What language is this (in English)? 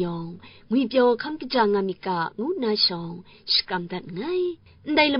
Kachin